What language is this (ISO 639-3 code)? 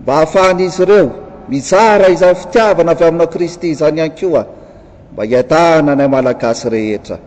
mlg